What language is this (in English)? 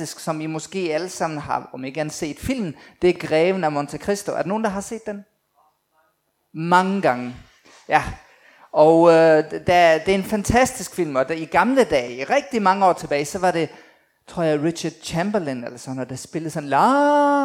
Danish